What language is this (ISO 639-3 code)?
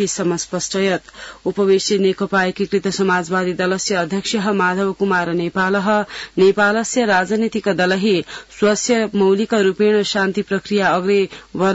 san